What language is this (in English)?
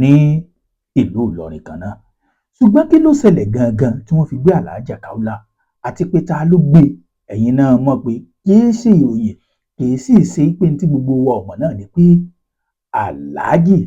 Yoruba